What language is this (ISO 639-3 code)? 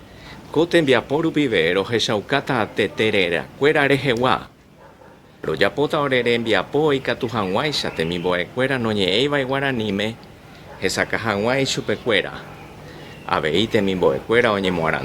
grn